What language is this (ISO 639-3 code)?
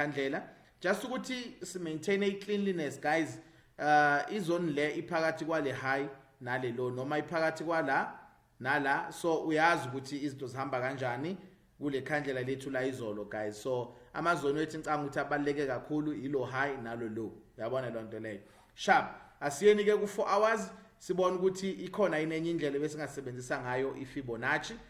zul